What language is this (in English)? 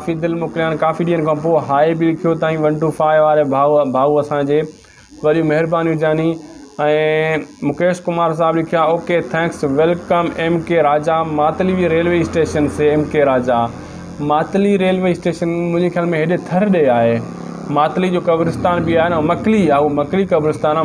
Sindhi